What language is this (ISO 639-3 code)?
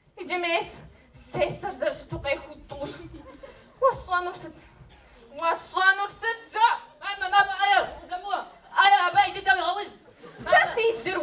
kbd